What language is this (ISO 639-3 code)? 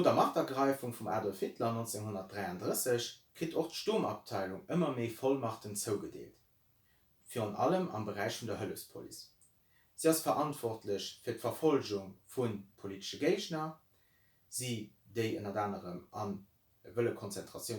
ltz